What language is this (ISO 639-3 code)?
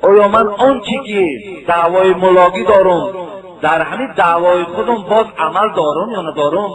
tgk